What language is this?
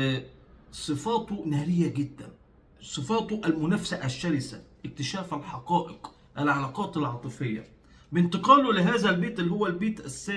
Egyptian Arabic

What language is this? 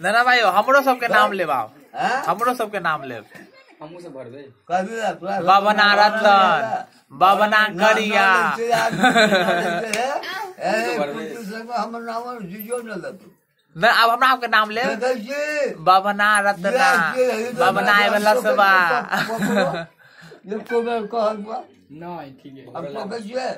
Maithili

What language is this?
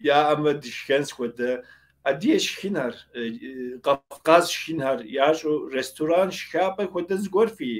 Kabardian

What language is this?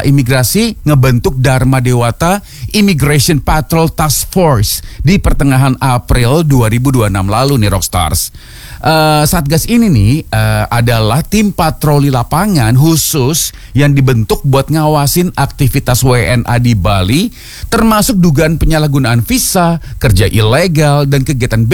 Indonesian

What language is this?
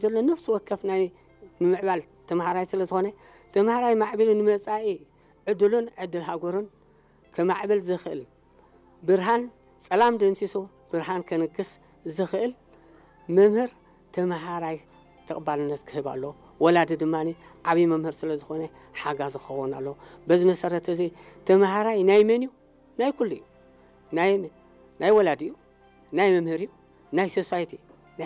Tigrinya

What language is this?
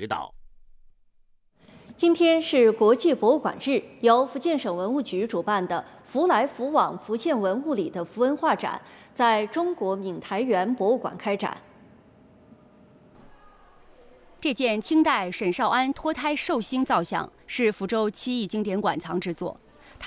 Chinese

